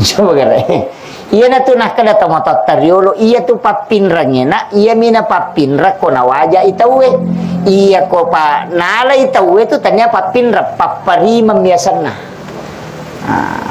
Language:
Buginese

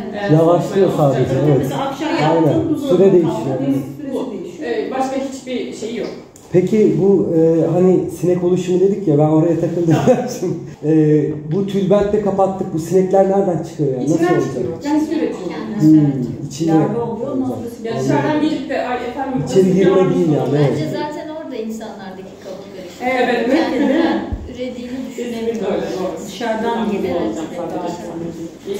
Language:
Turkish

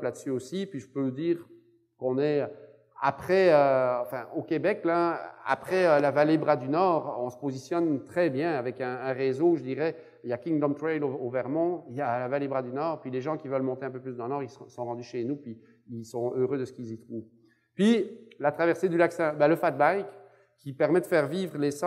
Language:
French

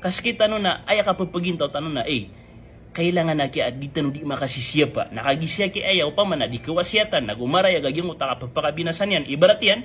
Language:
Maranao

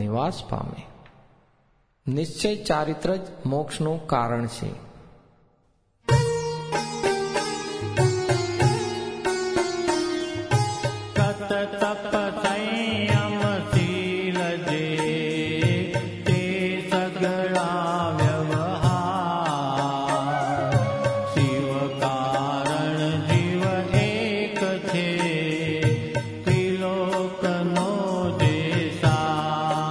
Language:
Gujarati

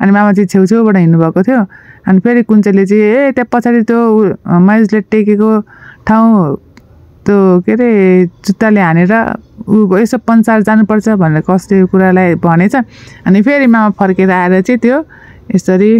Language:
Nepali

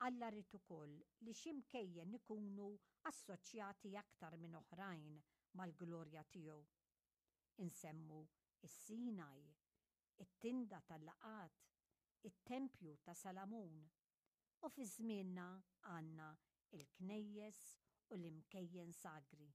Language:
Maltese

